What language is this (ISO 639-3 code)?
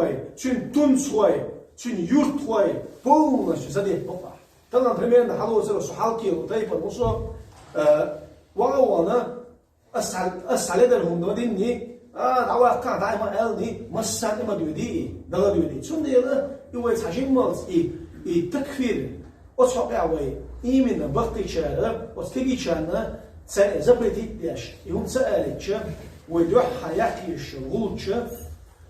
che